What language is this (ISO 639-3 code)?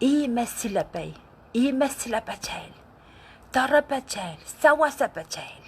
pon